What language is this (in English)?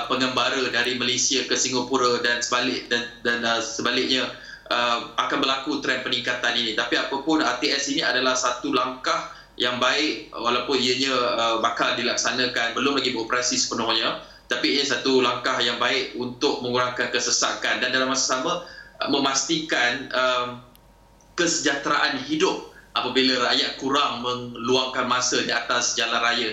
Malay